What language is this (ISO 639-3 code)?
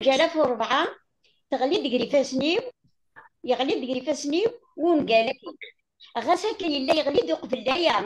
kab